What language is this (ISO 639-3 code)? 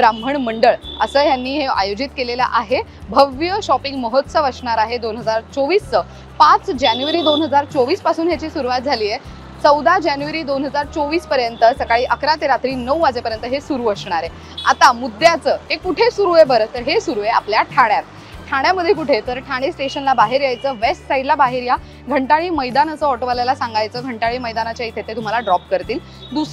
mar